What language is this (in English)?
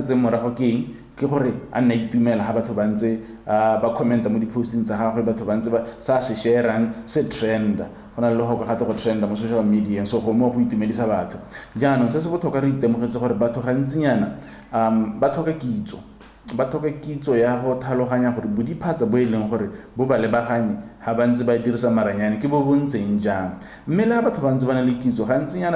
Tswana